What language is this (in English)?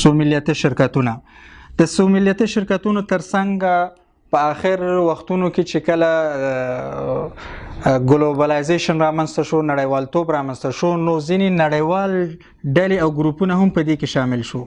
Pashto